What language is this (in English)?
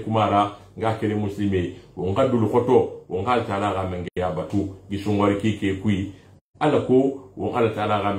Susu